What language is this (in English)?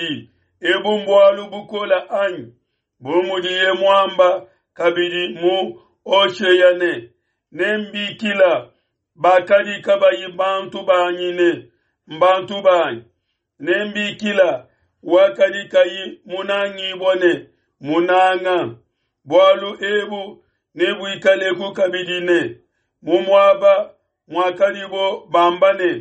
Luba-Lulua